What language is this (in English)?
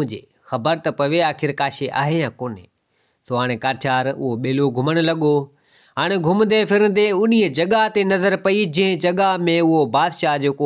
Sindhi